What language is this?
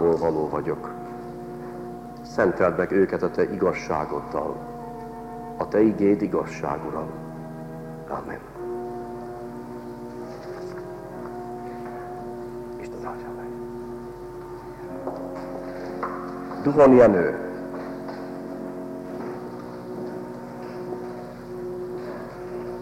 Hungarian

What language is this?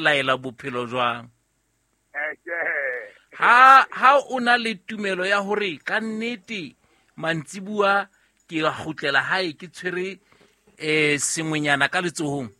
Southern Sotho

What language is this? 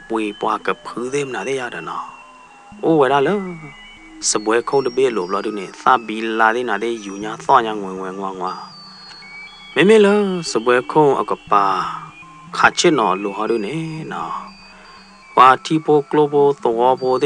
S'gaw Karen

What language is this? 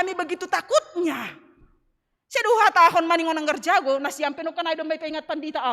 Batak Simalungun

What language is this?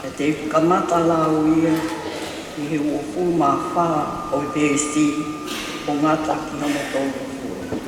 Tongan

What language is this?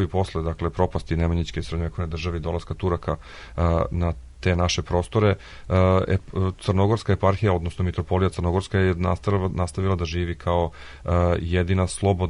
Serbian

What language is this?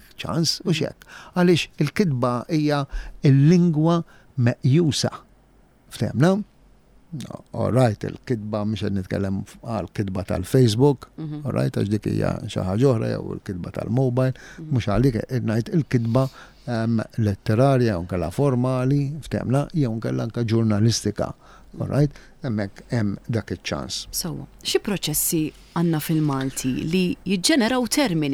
Maltese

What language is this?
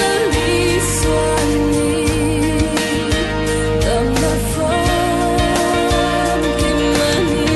Falam Chin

